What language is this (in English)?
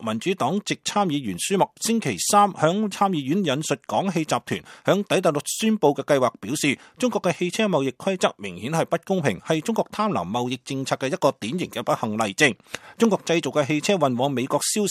Cantonese